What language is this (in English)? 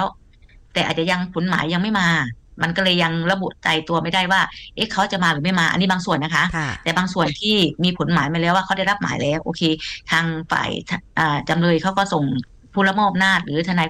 Thai